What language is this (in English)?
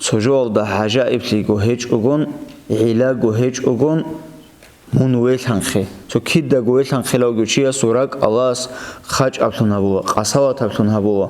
Avaric